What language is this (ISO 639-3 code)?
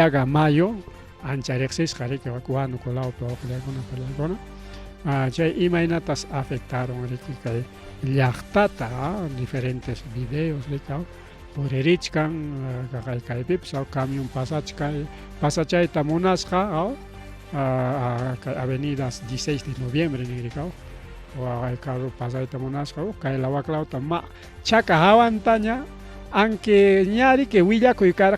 quy